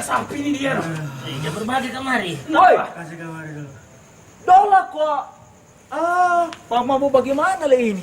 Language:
Manado Malay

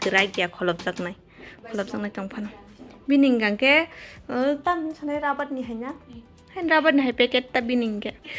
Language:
Kok Borok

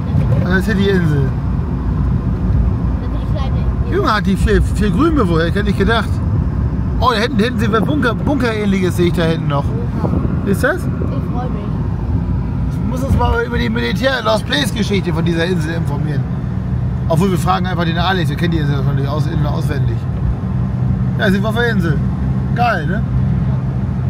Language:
German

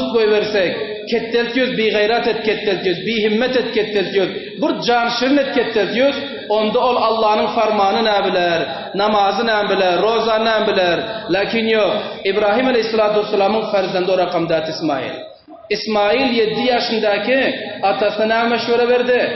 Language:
Turkmen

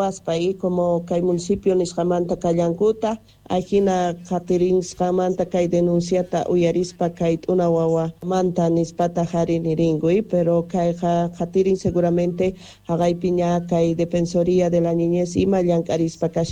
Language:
South Bolivian Quechua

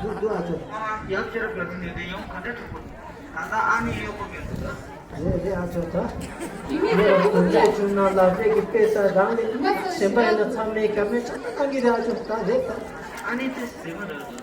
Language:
Tibetan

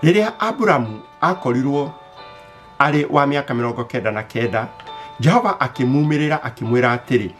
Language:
Kikuyu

